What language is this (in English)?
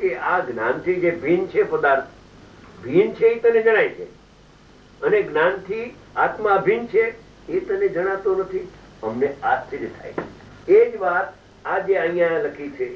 Gujarati